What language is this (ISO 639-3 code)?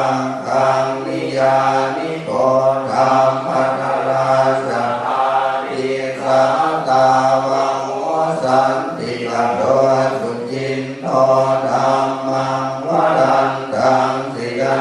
pli